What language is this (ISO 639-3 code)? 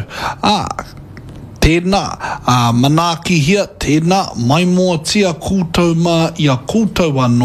mri